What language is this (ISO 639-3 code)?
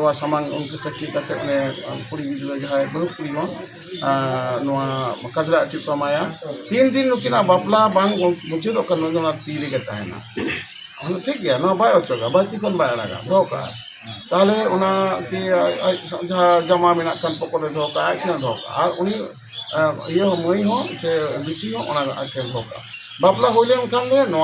sat